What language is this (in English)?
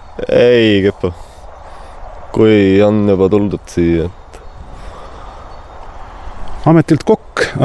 Estonian